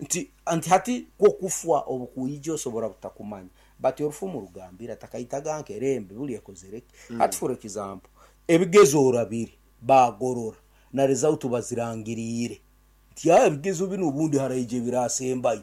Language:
Nyankole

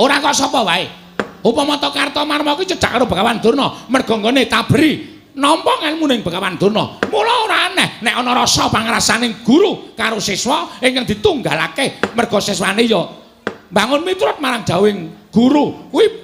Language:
Javanese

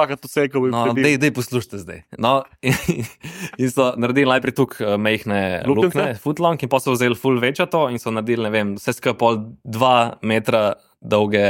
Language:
Slovenian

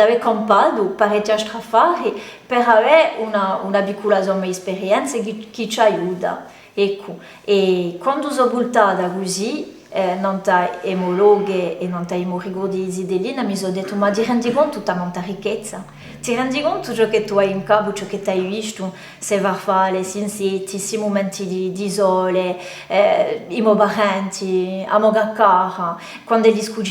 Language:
Corsican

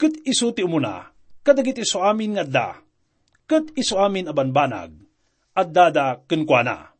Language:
Iloko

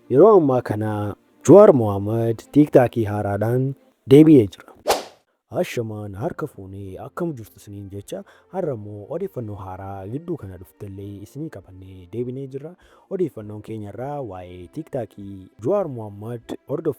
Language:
Oromo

